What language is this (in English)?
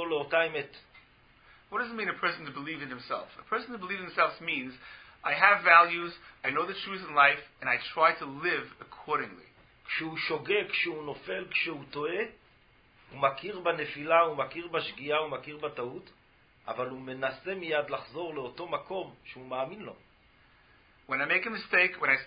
Hebrew